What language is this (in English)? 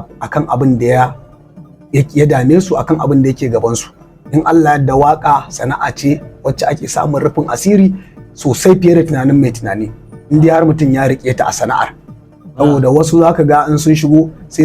Hausa